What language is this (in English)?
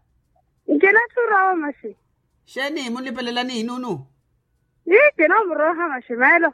Makhuwa